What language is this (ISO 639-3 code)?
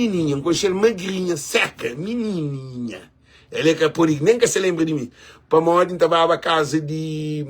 kea